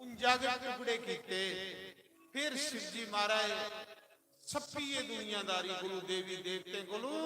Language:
Dogri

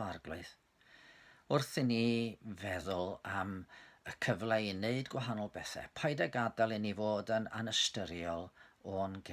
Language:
Welsh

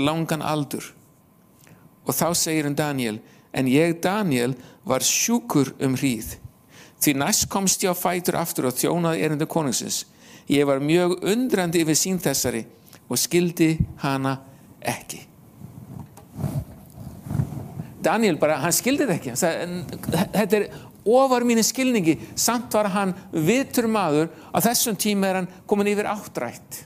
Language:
Icelandic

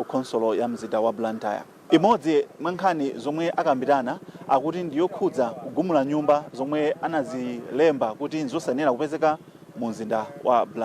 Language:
Nyanja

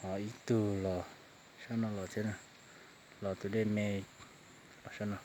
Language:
Hmong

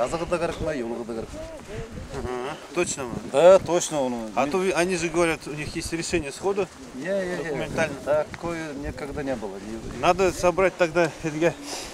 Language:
Bashkir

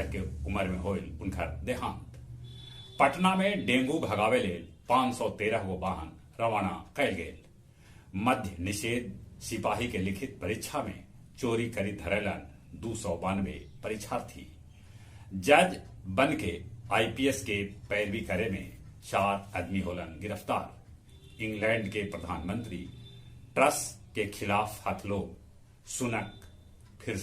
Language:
Magahi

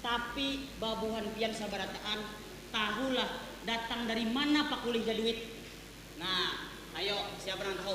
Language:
Banjar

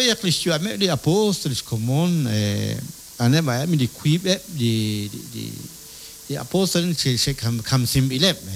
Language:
Kekchí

